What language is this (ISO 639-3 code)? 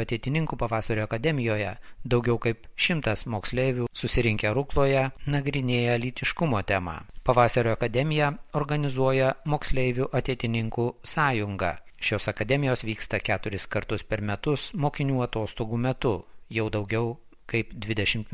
lit